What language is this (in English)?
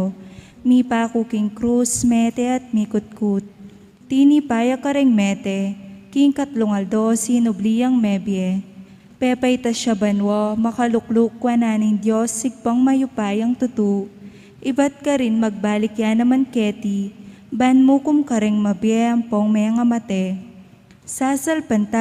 Pampanga